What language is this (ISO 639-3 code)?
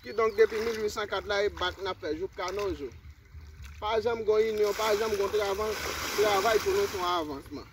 hat